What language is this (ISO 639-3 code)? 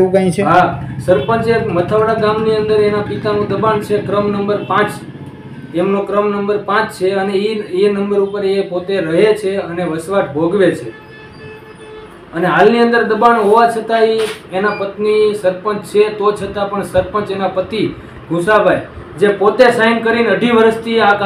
guj